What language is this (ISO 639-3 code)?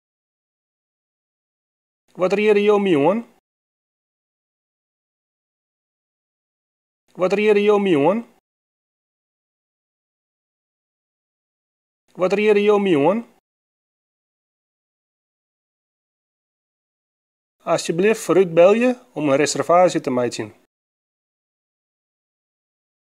fry